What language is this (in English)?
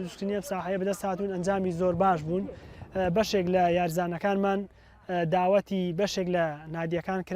Central Kurdish